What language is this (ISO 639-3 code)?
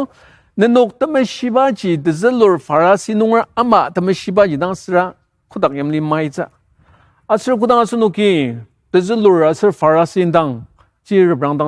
njo